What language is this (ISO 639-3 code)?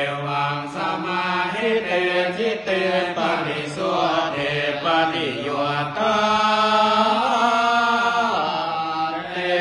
pli